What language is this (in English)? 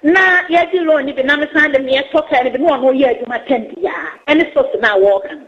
Akan